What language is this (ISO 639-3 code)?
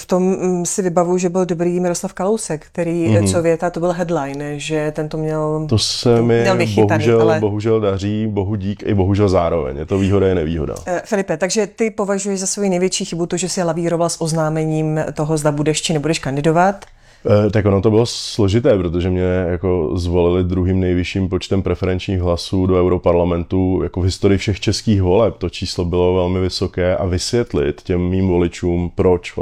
ces